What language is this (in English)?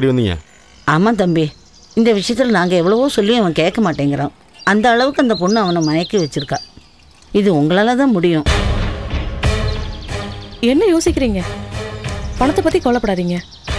Tamil